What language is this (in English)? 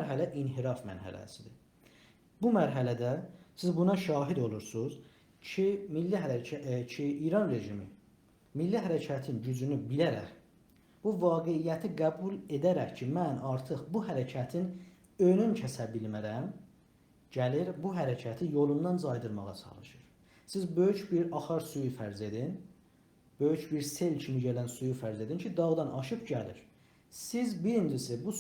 South Azerbaijani